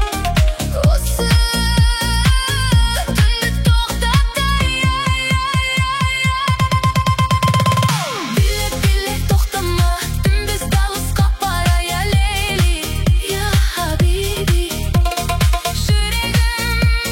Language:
Kazakh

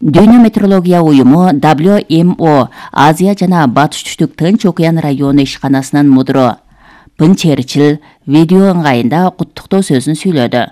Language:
Kyrgyz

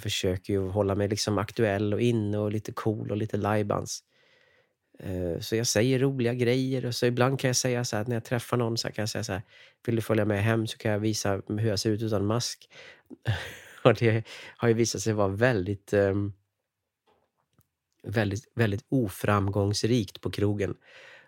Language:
Swedish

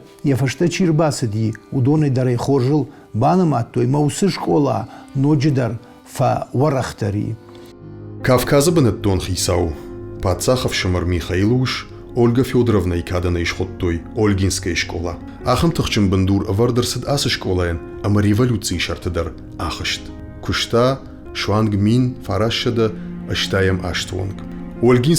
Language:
Ossetic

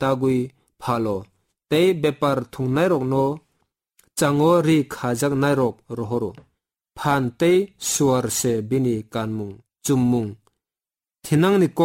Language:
Kok Borok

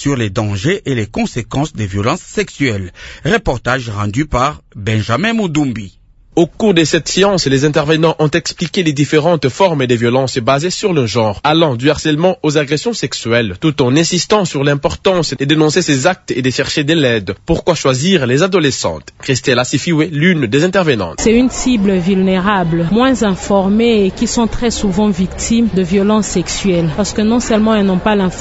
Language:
French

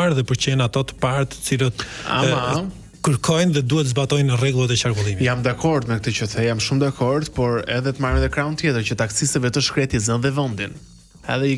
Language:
Albanian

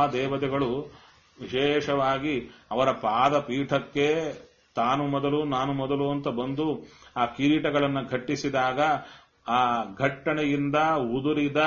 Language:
Kannada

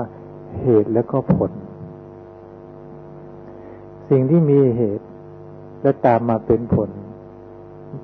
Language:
Thai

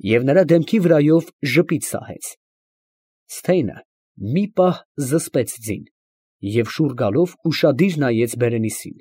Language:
Armenian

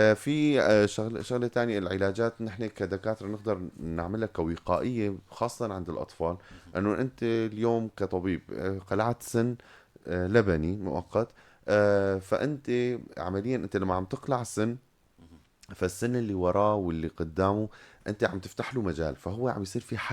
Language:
North Levantine Arabic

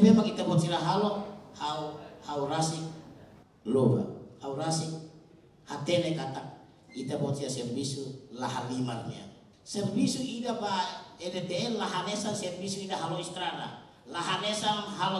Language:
Tetum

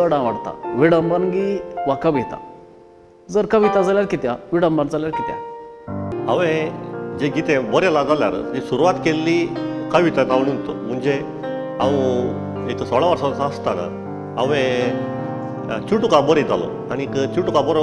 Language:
Konkani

